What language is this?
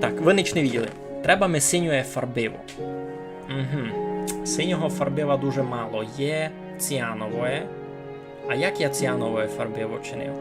Rusyn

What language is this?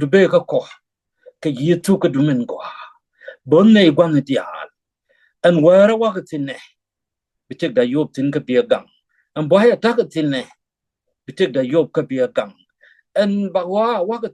Nuer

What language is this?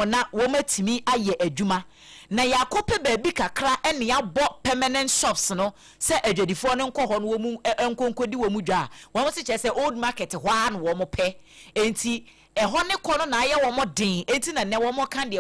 Akan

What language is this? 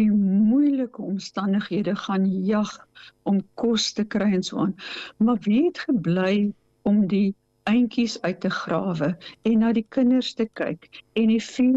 Afrikaans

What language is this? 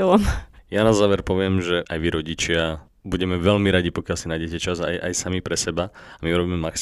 Slovak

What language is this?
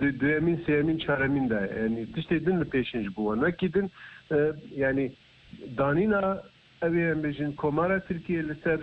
Kurdish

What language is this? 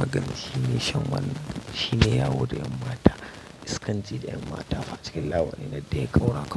Hausa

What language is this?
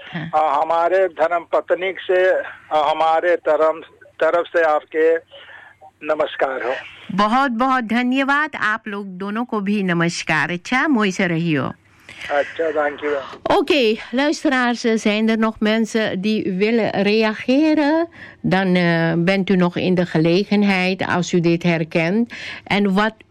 Dutch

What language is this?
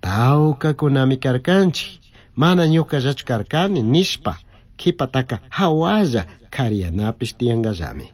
Chimborazo Highland Quichua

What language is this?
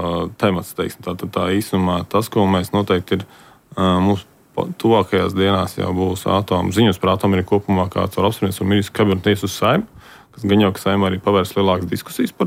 Latvian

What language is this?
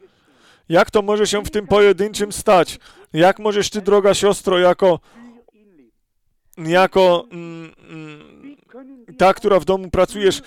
Polish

